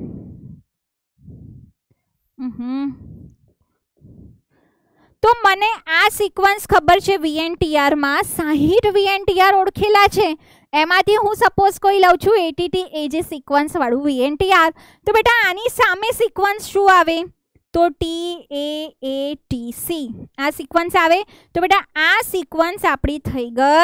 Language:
Gujarati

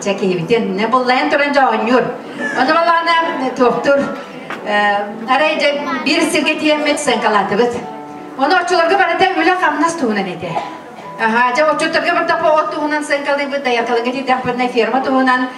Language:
Yakut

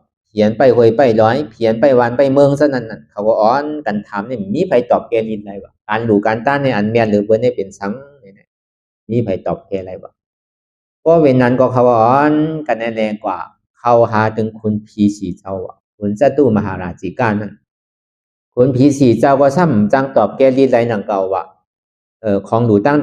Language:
Shan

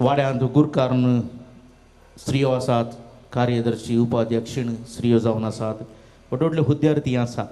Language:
Konkani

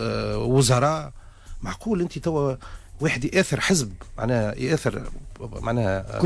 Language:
Tunisian Arabic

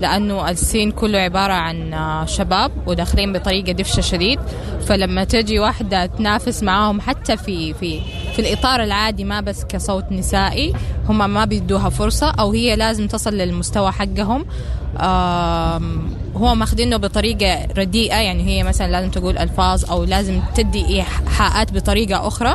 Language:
Sudanese Arabic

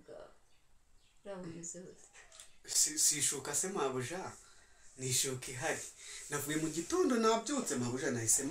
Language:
Kinyarwanda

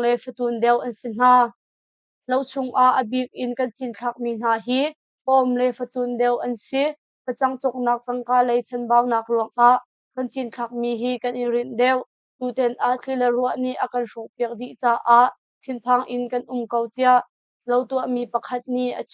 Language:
Hakha Chin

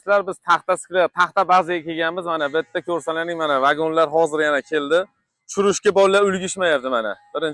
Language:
Uzbek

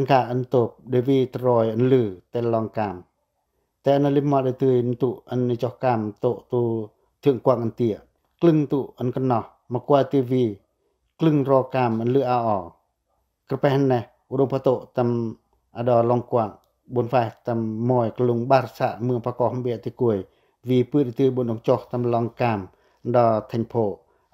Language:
Pacoh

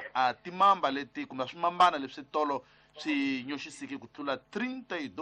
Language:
Tsonga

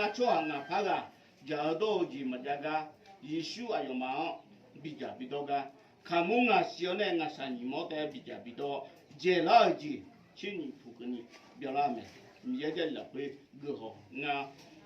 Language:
Akha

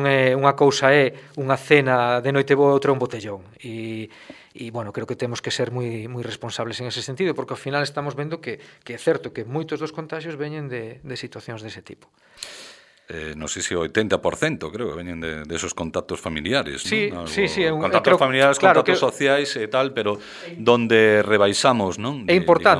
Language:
Galician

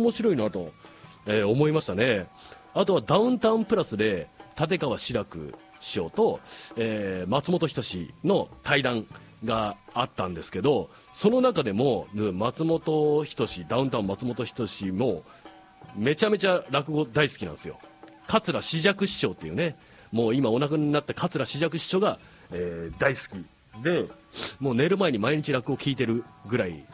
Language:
Japanese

